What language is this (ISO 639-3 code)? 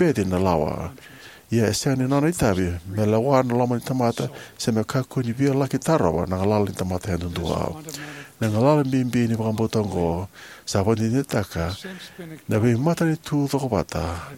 fij